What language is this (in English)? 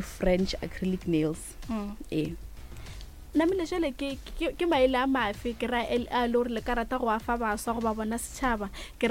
Northern Sotho